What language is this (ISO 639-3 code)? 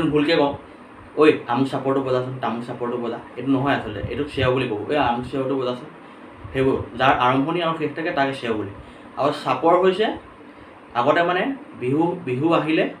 asm